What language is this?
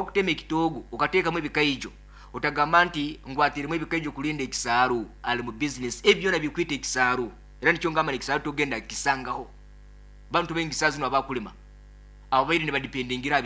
Nyoro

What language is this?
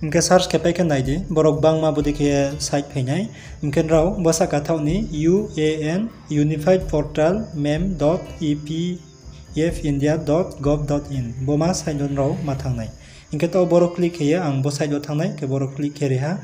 Riang (India)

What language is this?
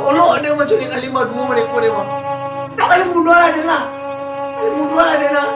Minangkabau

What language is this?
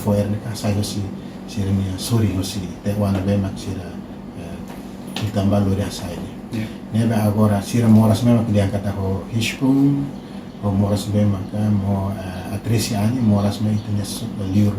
Tetum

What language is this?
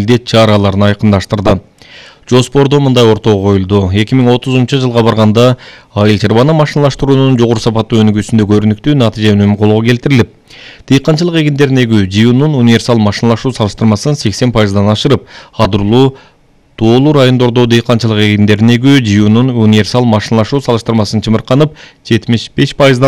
Kyrgyz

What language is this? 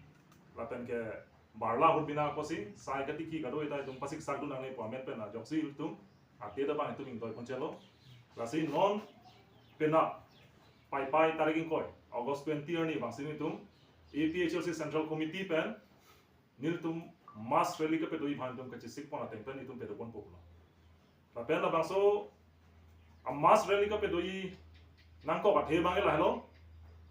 Karbi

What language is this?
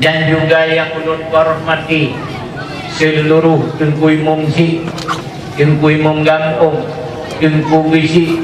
Achinese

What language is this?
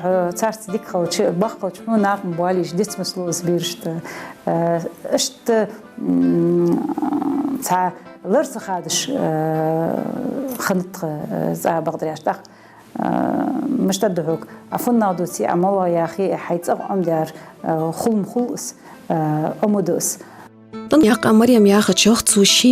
Ingush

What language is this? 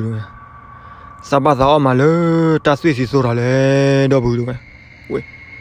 S'gaw Karen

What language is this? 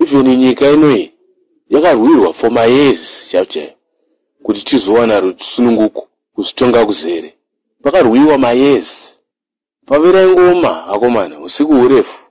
Shona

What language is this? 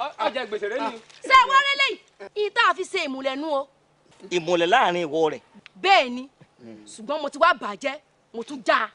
Yoruba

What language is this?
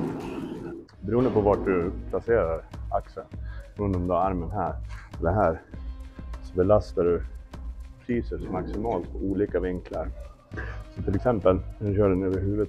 Swedish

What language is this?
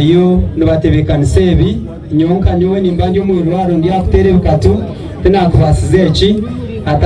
Nyankole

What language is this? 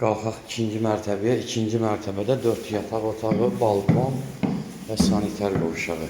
Azerbaijani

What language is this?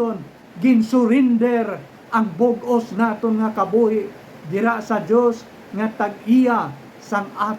Hiligaynon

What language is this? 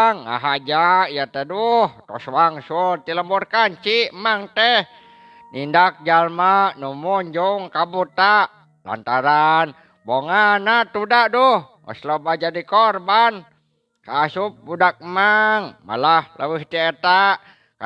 Sundanese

